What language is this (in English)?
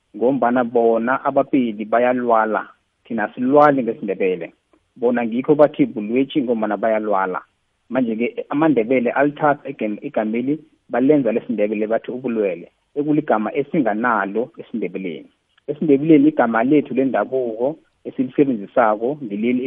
South Ndebele